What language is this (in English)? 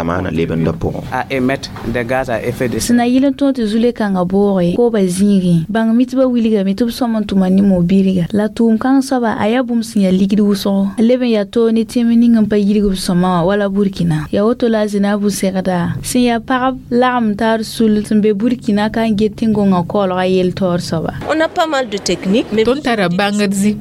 Mossi